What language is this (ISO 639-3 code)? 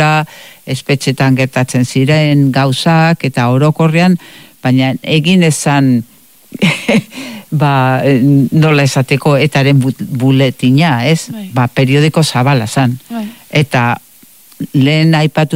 eus